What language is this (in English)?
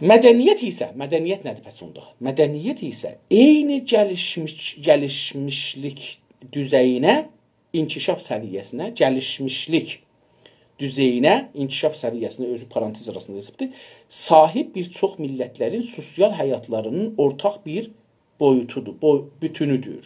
South Azerbaijani